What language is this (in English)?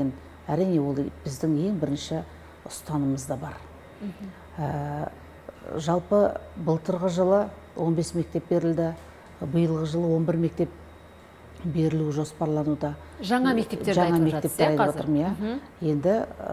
Kazakh